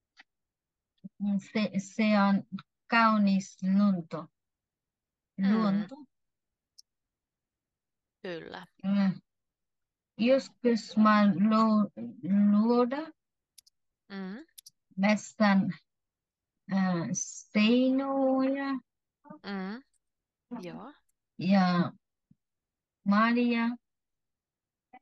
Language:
Finnish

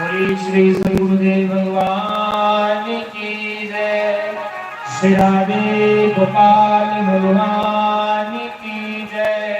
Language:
Dogri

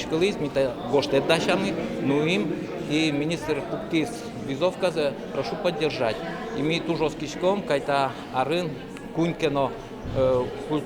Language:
Udmurt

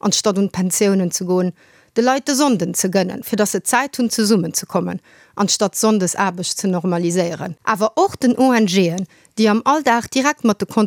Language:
Luxembourgish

